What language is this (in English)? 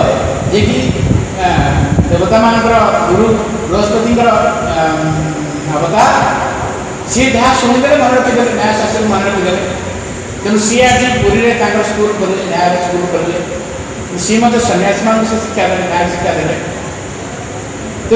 Odia